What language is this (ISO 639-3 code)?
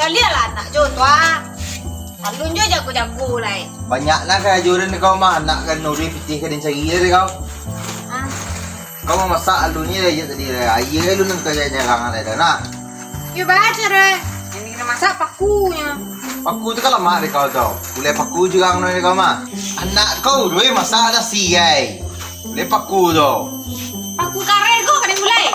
min